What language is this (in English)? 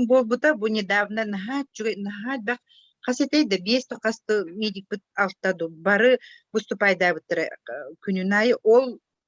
Yakut